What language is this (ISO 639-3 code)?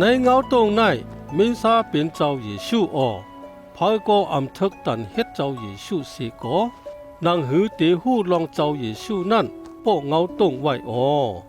shn